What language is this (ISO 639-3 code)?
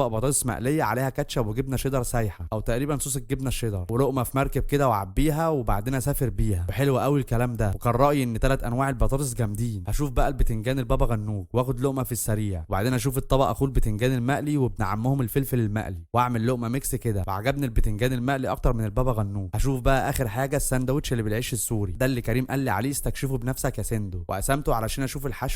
arz